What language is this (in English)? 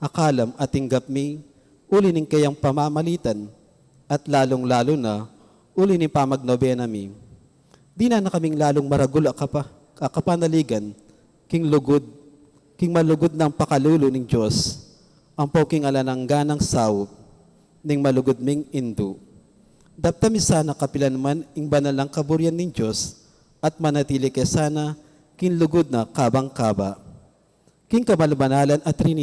Pampanga